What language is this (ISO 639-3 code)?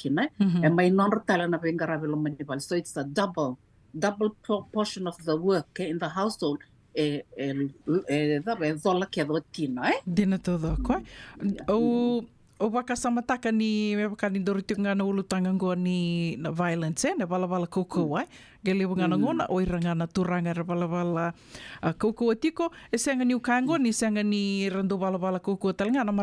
fij